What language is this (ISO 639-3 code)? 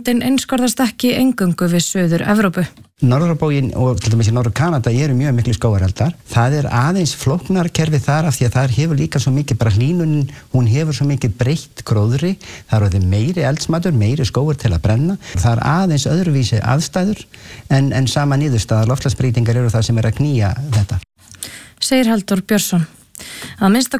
isl